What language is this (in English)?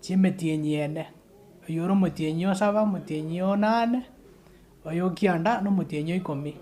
Gusii